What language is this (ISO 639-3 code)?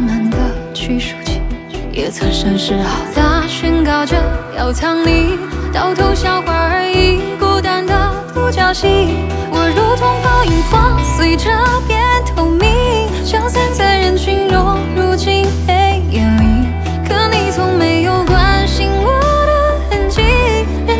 zho